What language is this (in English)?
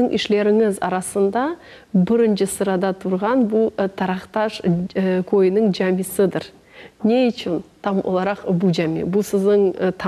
Crimean Tatar